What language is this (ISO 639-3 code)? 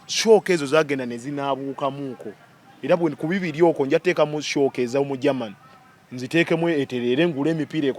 lug